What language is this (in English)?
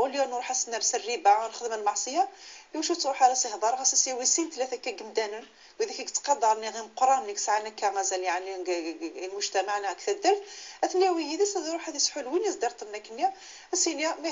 Moroccan Arabic